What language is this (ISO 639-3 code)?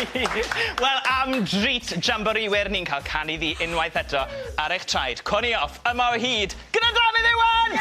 cym